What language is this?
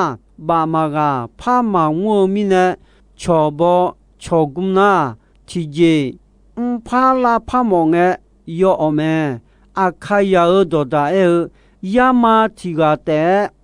Akha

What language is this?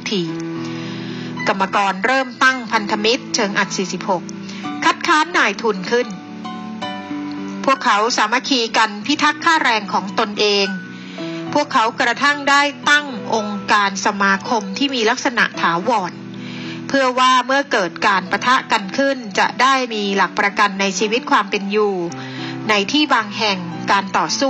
Thai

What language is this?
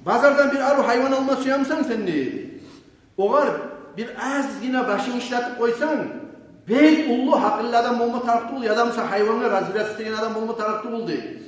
Kumyk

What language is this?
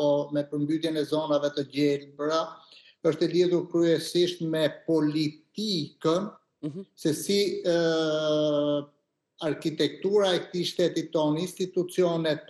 Albanian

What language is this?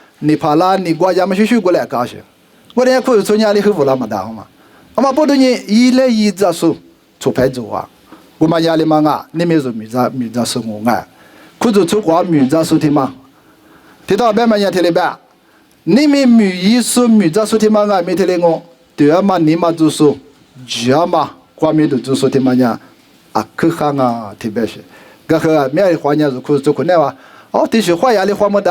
Lisu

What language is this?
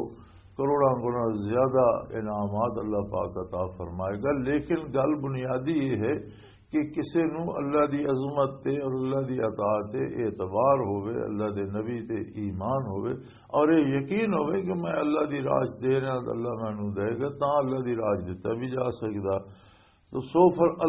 Western Panjabi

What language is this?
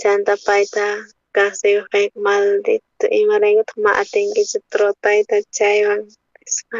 South Bolivian Quechua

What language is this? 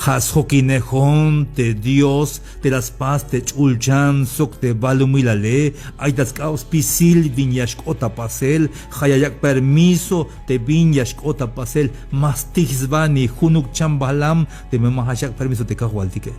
Tzeltal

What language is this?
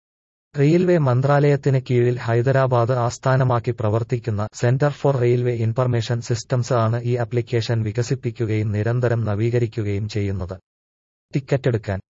Malayalam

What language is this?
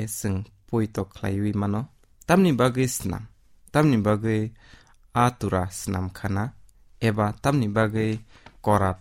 Kok Borok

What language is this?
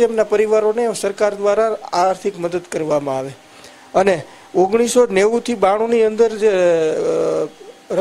Gujarati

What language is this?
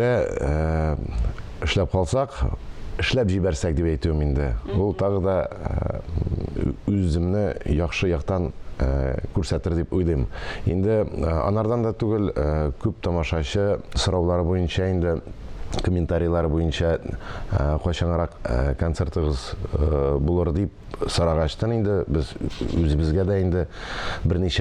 Tatar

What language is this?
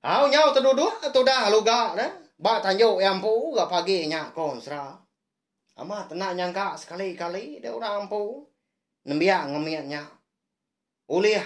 Iban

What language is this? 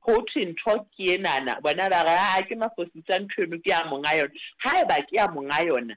Southern Sotho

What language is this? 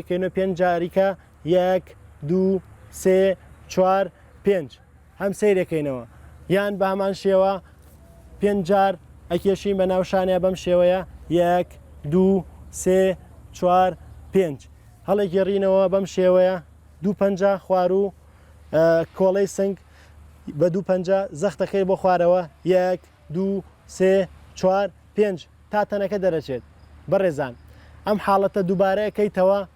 Central Kurdish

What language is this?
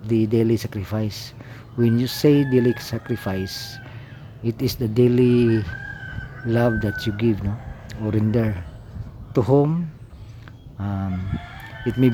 Cebuano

